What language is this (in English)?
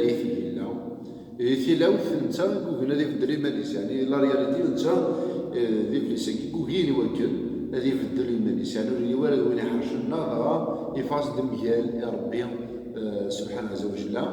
Kabyle